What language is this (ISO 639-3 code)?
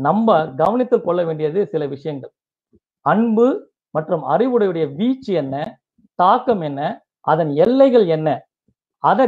tam